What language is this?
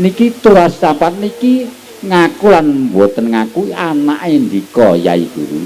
Javanese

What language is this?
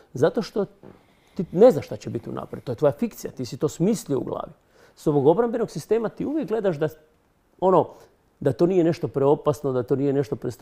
Croatian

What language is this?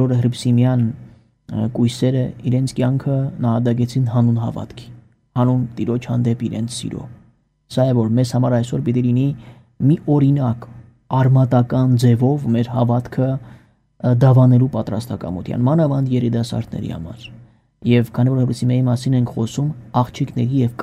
Armenian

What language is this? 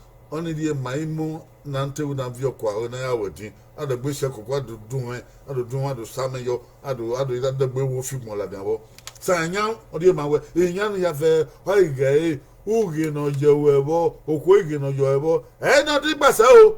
Bini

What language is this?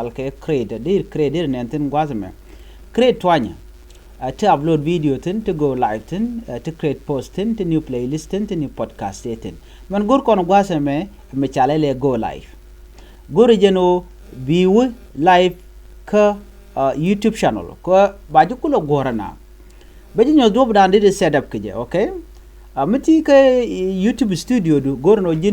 Nuer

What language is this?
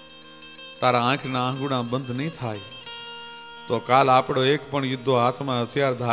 Gujarati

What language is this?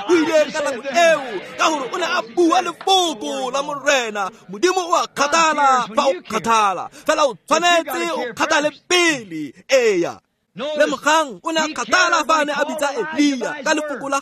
Tswana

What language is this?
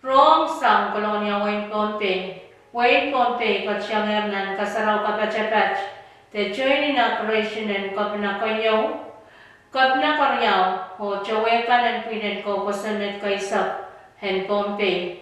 Pohnpeian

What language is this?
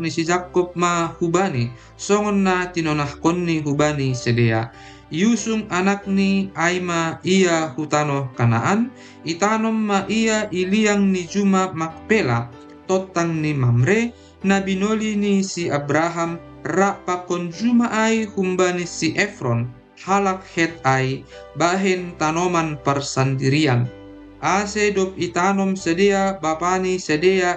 Batak Simalungun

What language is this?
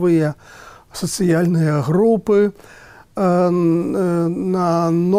Belarusian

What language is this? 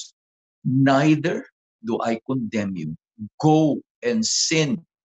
Iloko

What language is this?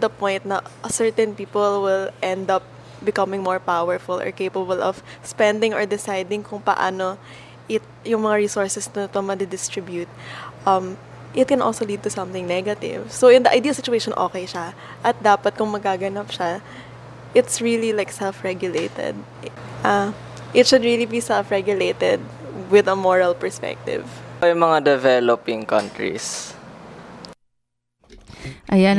Filipino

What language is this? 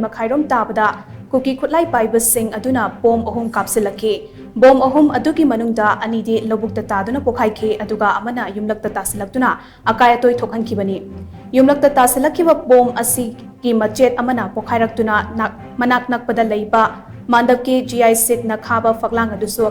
Manipuri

